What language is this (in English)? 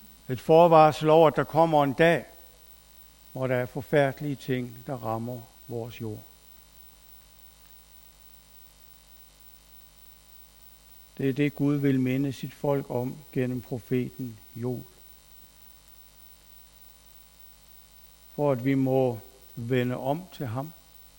Danish